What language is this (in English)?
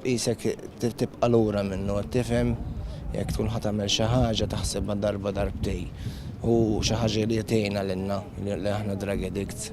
Maltese